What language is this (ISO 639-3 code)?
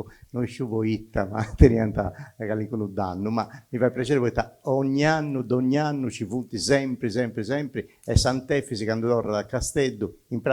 srd